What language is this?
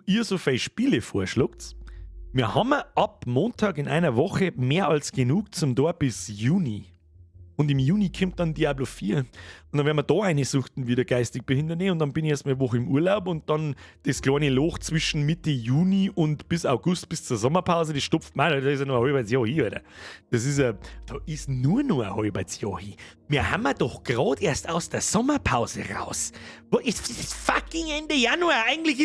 Bavarian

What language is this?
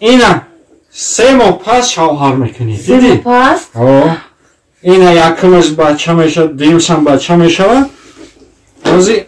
Tajik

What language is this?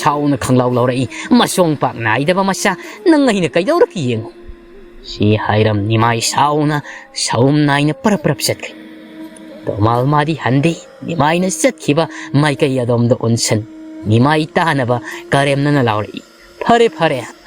Manipuri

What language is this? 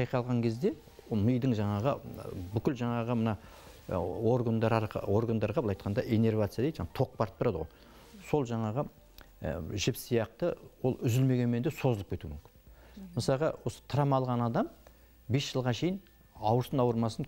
Kazakh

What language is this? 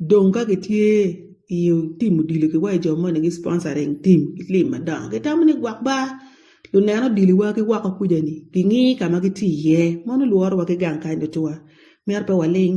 Acoli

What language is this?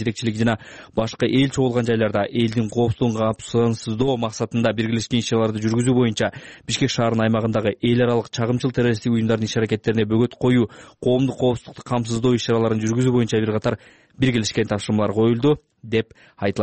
Kyrgyz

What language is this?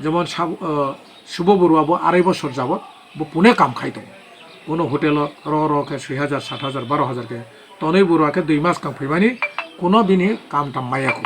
Kok Borok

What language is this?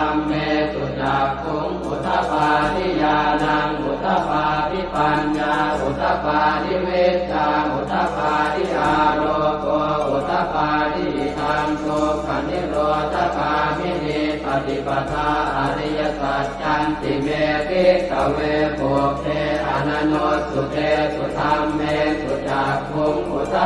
Pali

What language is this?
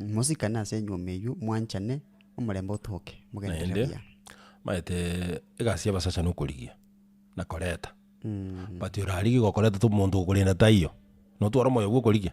Gusii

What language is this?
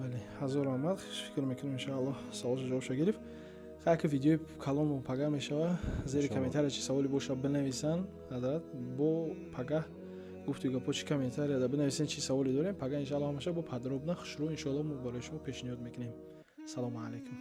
Tajik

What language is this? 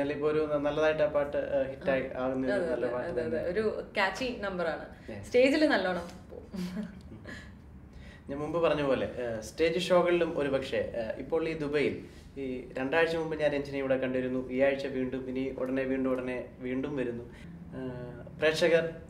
Malayalam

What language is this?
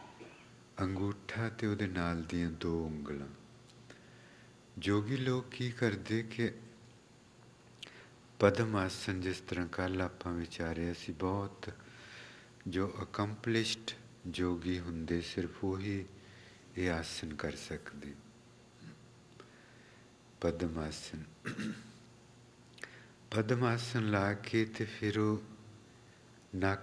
Punjabi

